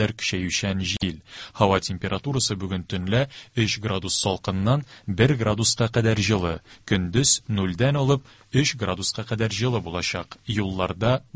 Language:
Tatar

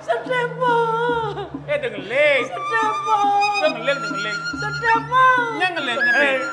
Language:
Balinese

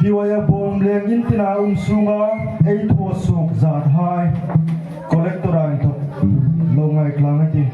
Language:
Hmar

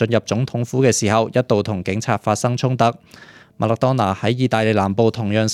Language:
Cantonese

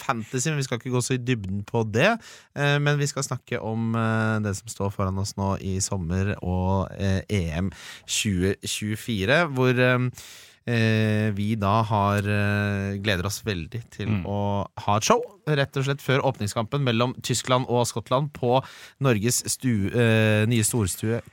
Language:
Norwegian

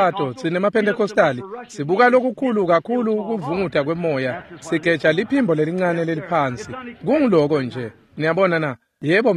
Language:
Swati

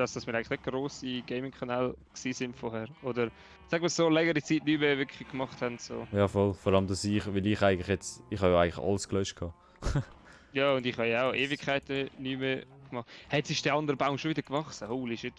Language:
Swiss German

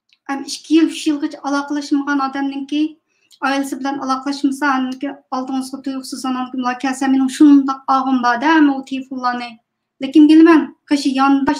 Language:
Uyghur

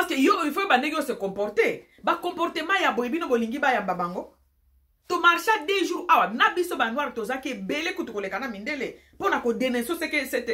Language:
Lingala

